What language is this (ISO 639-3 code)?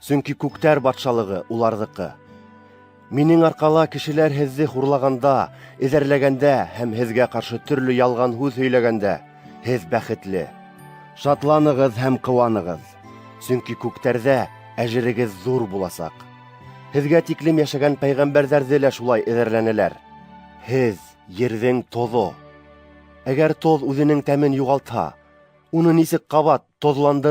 bak